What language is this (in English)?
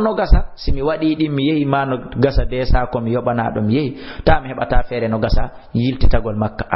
Fula